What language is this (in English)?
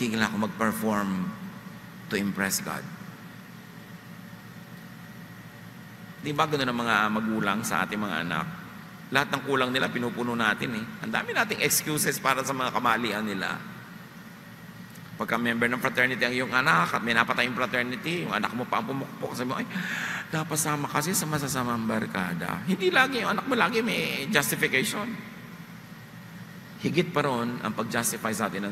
Filipino